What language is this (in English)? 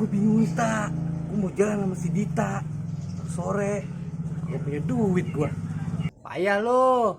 Betawi